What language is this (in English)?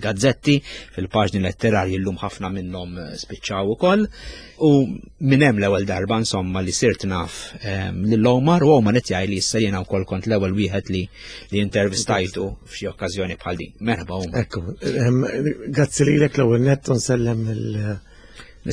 Maltese